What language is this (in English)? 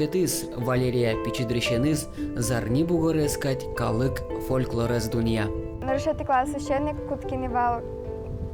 Udmurt